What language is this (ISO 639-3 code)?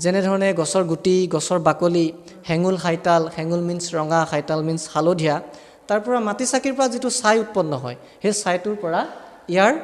asm